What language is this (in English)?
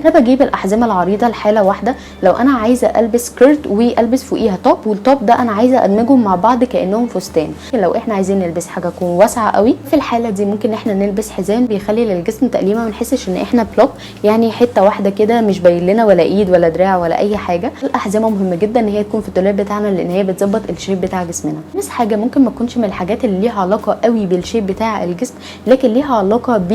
Egyptian Arabic